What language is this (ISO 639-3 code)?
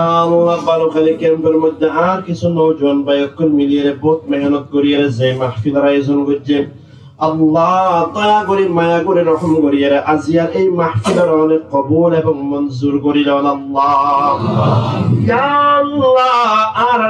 rhg